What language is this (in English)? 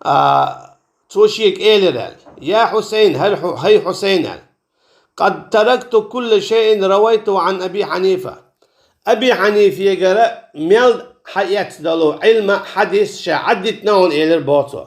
Chechen